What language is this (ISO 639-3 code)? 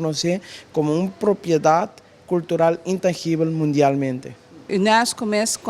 pap